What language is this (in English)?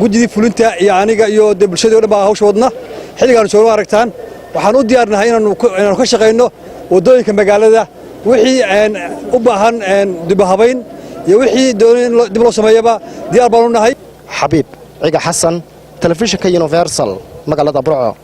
Somali